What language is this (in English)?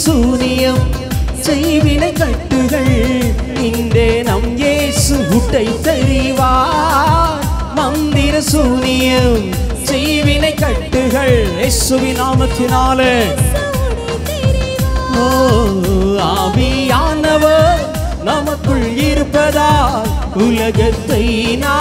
Tamil